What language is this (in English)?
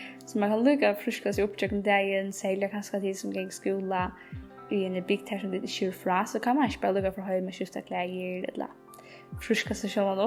Faroese